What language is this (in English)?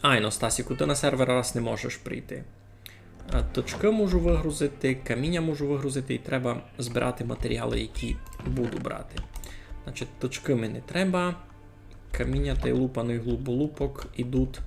Rusyn